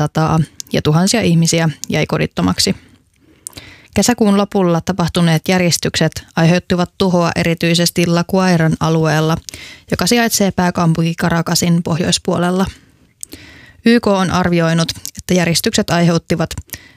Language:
Finnish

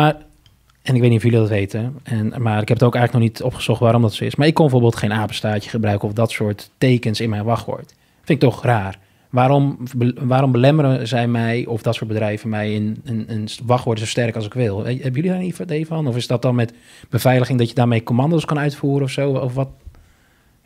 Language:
Dutch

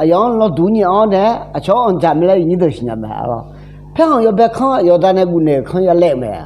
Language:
Akha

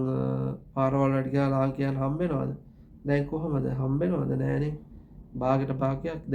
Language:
Sinhala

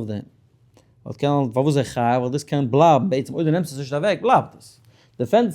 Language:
Yiddish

